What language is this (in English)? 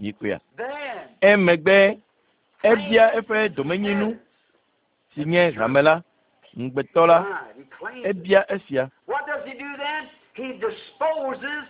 Ewe